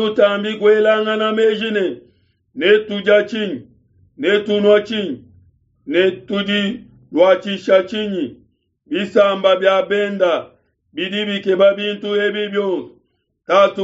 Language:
Luba-Lulua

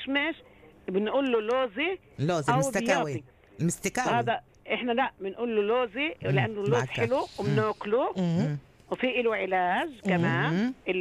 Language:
North Levantine Arabic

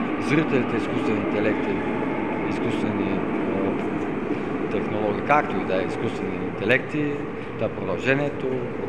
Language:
Bulgarian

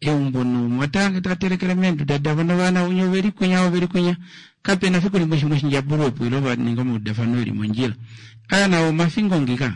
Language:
Kuanyama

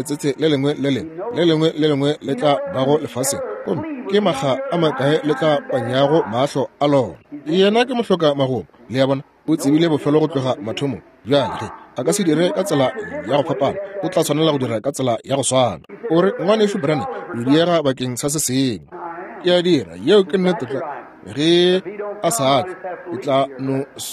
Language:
Northern Sotho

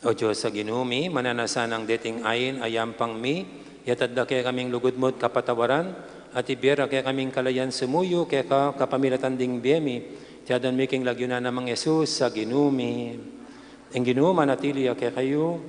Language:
Pampanga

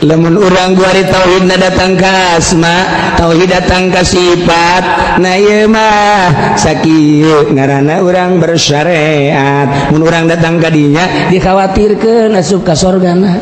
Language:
Sundanese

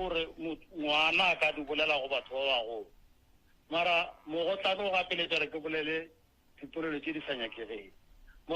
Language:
Northern Sotho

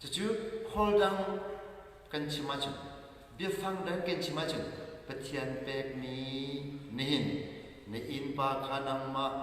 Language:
Hakha Chin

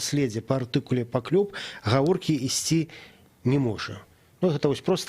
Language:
Belarusian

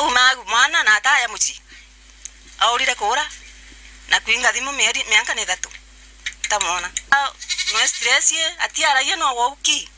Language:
Meru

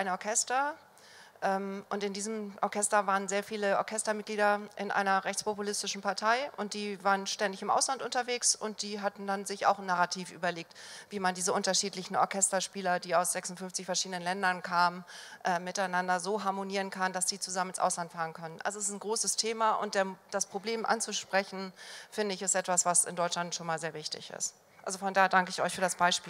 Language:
German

